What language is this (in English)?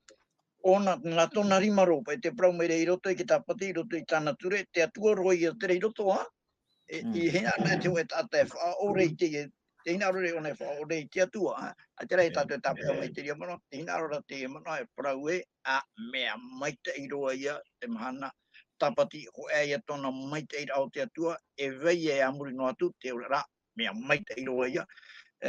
Tahitian